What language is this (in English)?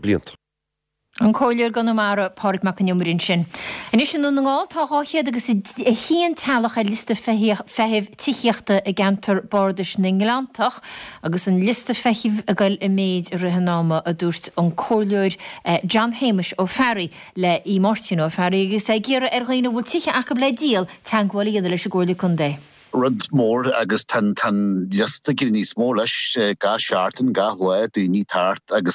Irish